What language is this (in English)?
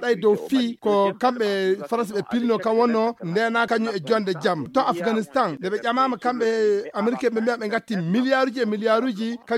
Fula